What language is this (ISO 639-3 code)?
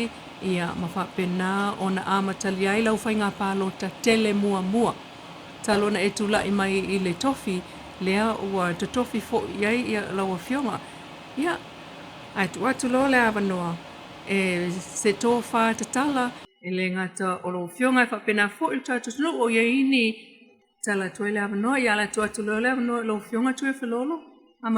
smo